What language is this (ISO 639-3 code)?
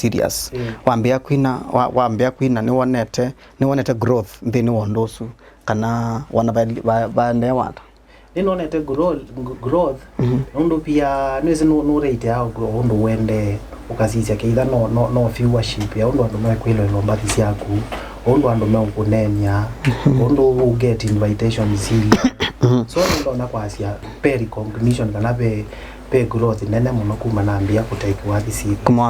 kam